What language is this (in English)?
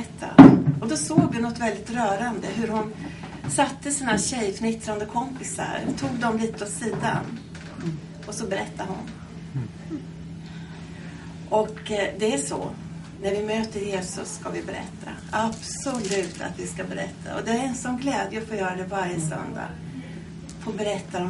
Swedish